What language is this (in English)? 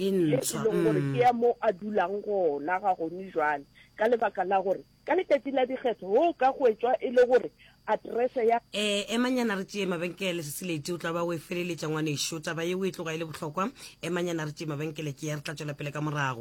Northern Sotho